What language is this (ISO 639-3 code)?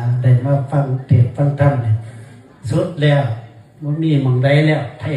tts